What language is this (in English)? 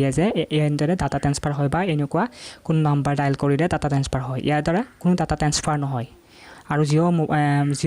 Assamese